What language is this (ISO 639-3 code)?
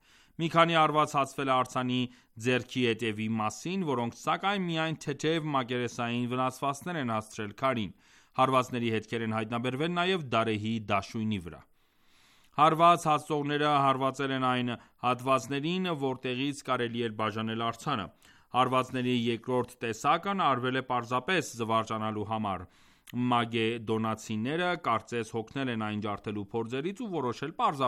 hye